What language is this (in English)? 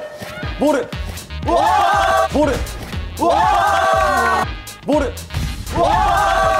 Japanese